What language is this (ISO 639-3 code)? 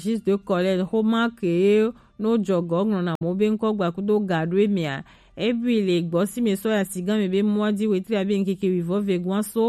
gej